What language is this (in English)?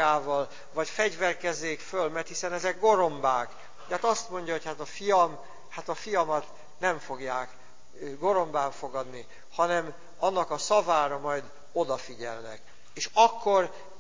Hungarian